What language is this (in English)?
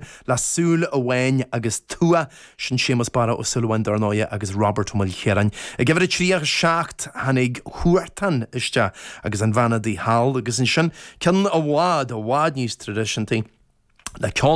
Irish